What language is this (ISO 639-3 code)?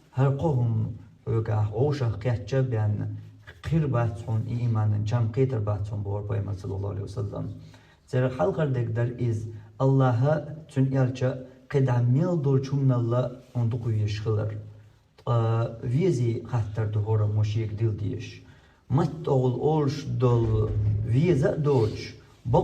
che